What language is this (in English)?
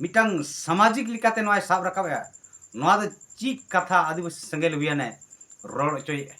Santali